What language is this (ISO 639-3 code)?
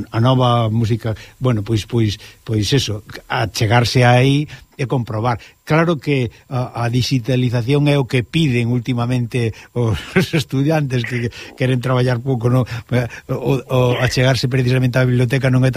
glg